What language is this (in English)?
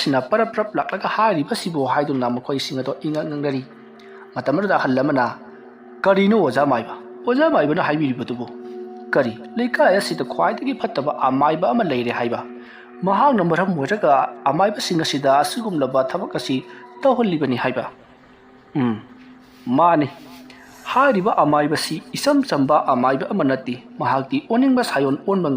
Manipuri